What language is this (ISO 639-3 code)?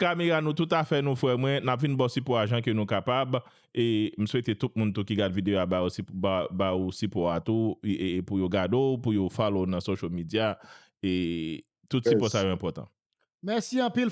hat